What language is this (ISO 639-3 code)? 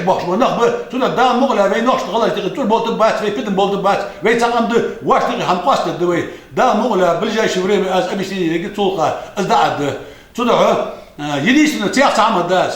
inh